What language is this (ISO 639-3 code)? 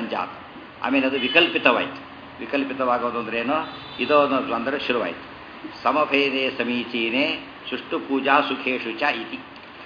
kan